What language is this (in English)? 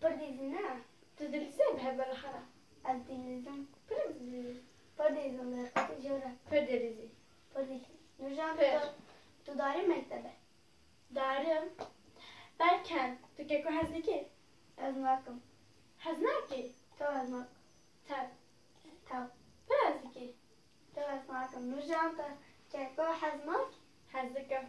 Kurdish